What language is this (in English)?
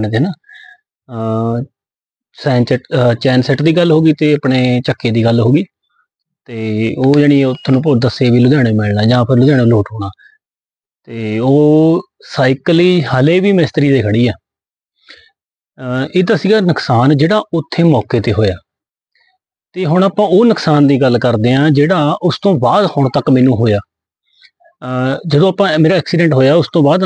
Punjabi